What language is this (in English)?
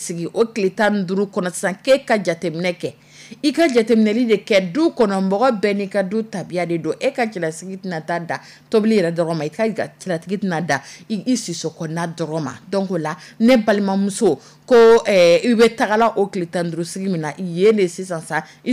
Dyula